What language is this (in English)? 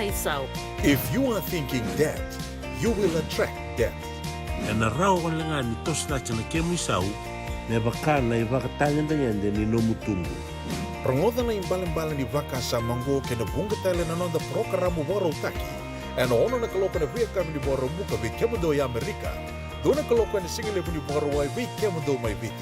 Fijian